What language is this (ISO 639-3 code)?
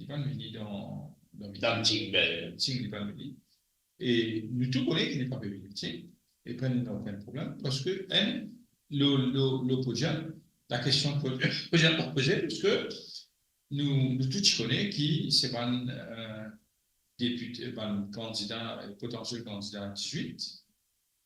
mfe